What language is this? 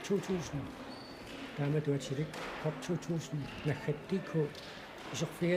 Kalaallisut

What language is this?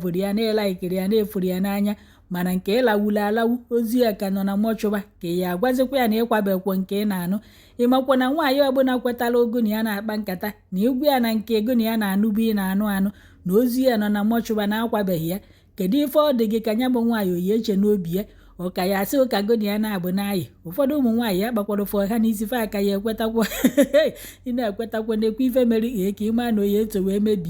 Igbo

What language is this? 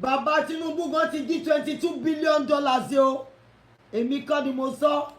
Yoruba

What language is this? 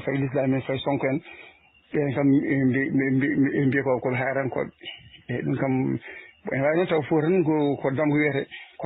Fula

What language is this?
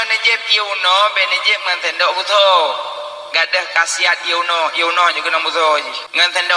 Achinese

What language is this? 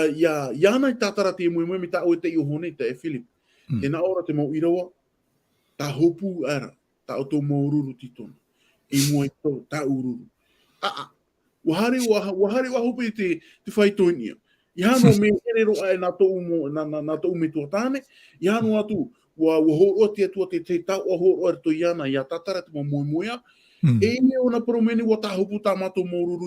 Tahitian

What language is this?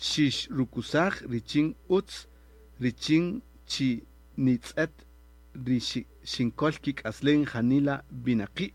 Kaqchikel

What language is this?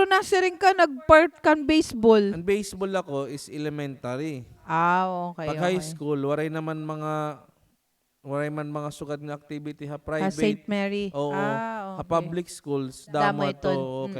Waray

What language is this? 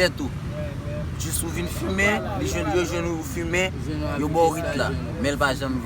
Haitian Creole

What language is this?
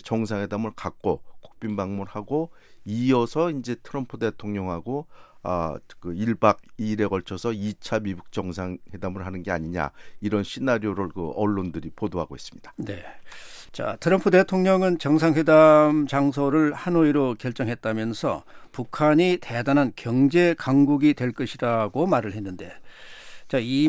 Korean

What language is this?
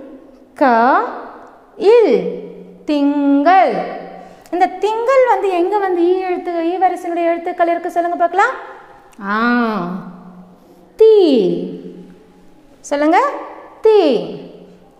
Tamil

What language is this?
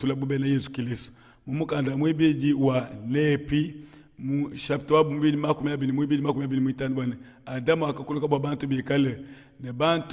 Luba-Lulua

